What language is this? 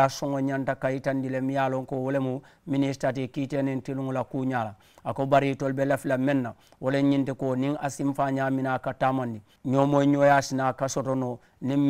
Mandingo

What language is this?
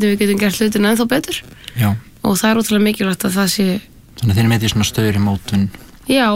Icelandic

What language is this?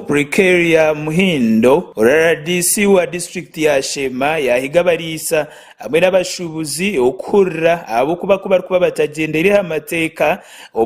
Nyankole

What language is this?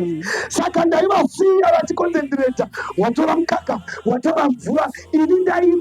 Shona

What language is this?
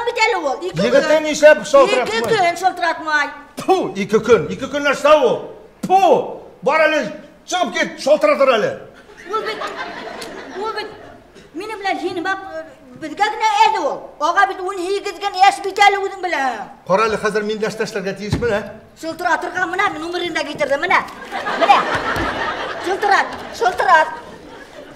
Bashkir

